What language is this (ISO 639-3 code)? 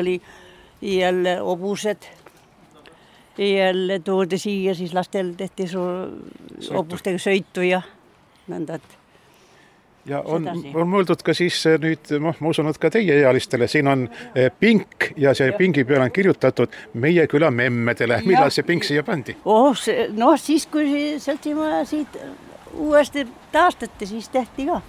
est